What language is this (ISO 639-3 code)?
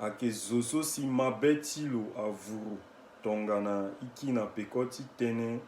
sag